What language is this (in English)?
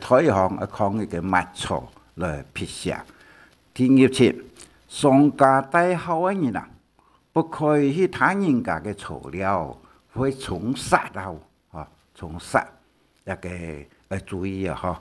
Hakka Chinese